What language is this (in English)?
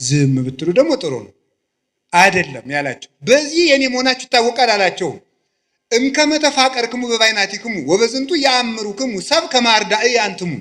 Amharic